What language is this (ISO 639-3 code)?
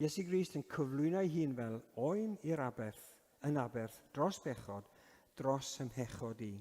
cym